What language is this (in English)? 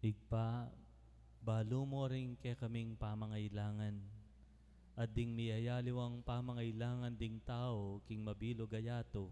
Pampanga